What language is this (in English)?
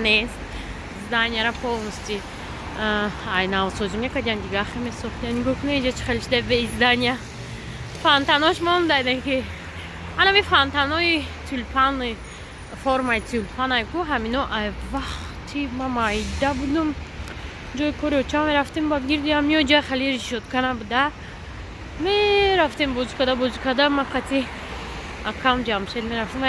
Tajik